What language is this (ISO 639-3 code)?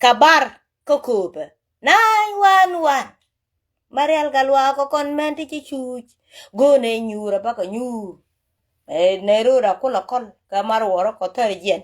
nus